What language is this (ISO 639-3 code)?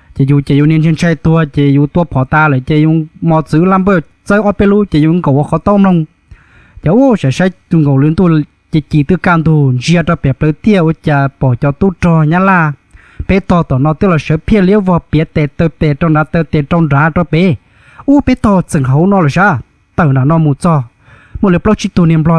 hmn